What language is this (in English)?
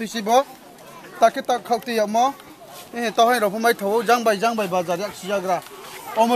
Riang (India)